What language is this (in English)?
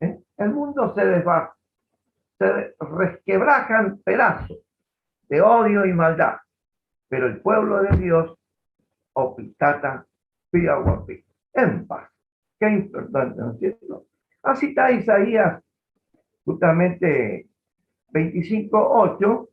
Guarani